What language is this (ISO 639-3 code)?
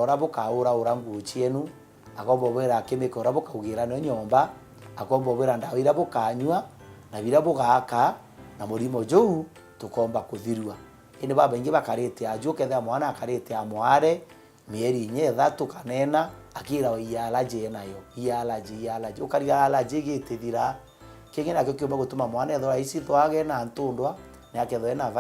mer